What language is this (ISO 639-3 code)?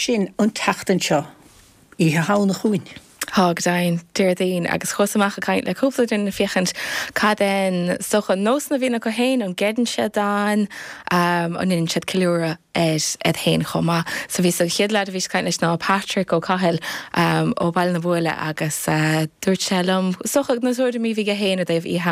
gle